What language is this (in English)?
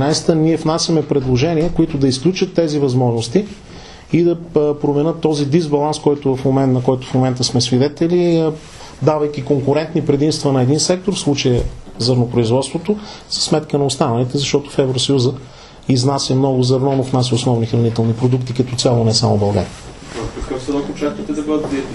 Bulgarian